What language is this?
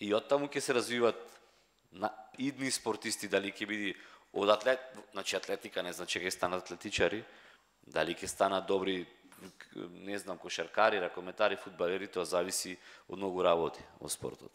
Macedonian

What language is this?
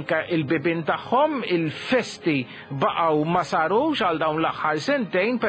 Maltese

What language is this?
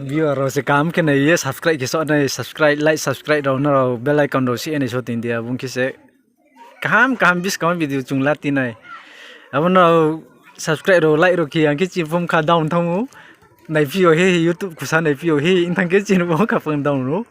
Riang (India)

